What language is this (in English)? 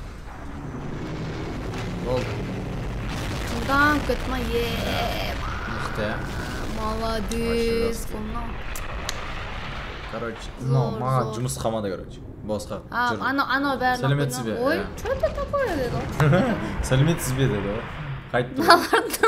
Kazakh